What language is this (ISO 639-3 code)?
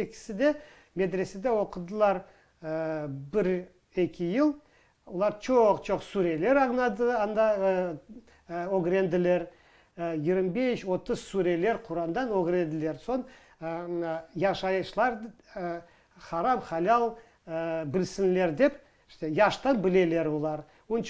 crh